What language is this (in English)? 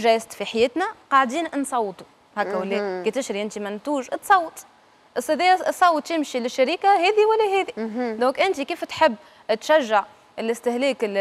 Tunisian Arabic